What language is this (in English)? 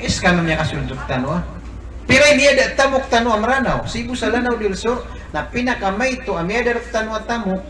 Maranao